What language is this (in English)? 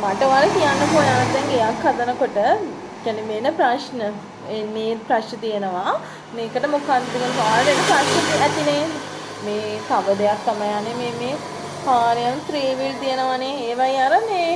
Sinhala